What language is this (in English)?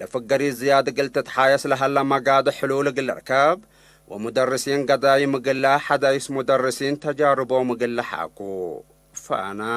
Tigre